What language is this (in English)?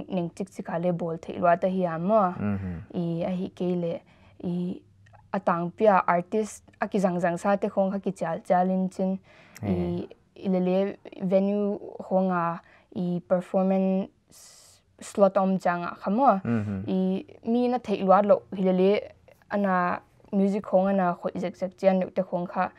Paite Chin